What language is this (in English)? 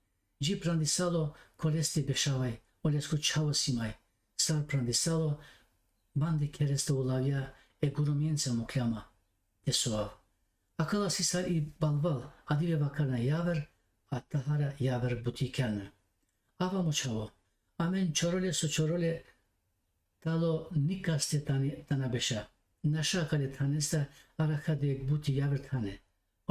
Balkan Romani